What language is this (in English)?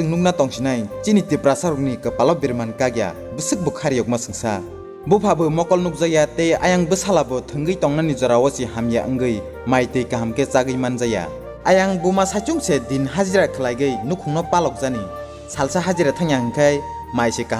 Kok Borok